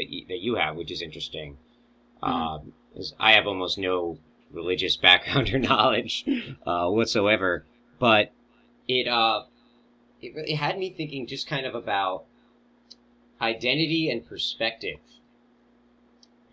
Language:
English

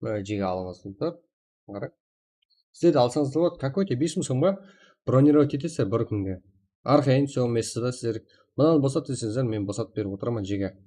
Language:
Kara-Kalpak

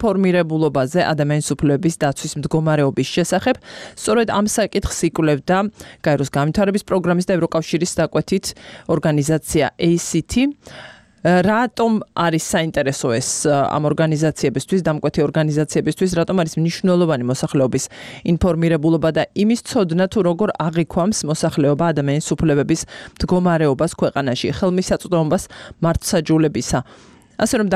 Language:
Georgian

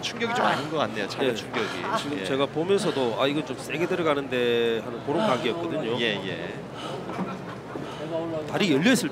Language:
Korean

